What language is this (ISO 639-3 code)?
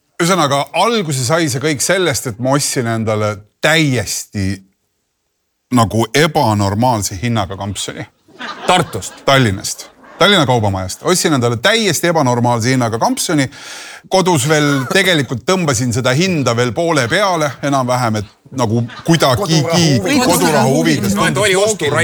est